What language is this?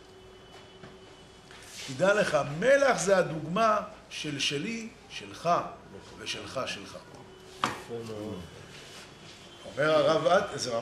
Hebrew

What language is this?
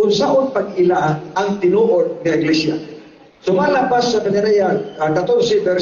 Cebuano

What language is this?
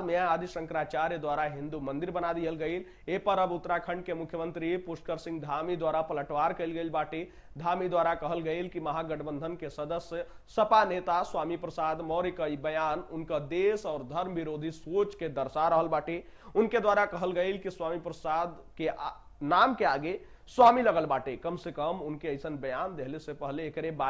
Bhojpuri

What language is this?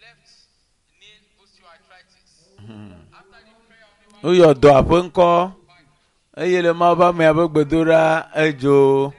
Ewe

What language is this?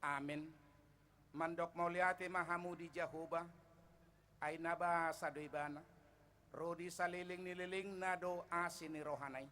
Batak Toba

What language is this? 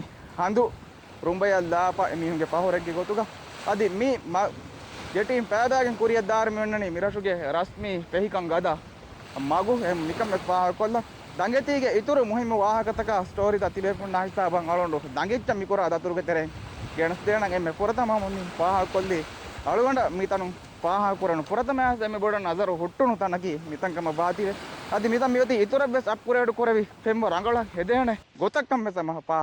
Divehi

